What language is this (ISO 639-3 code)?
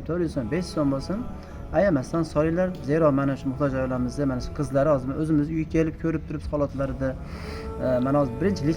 uzb